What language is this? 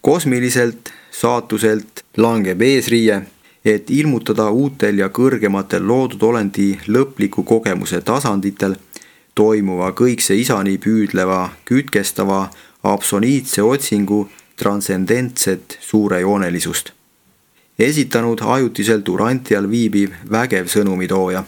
Estonian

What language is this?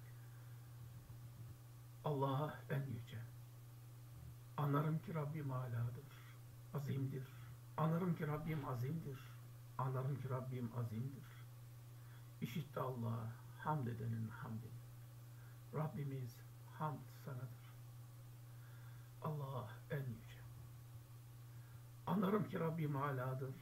Turkish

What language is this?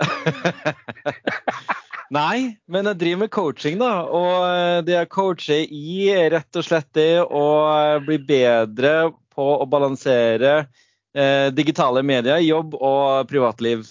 Norwegian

